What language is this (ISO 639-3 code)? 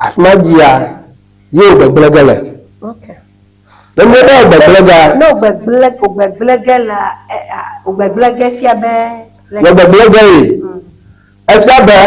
ewe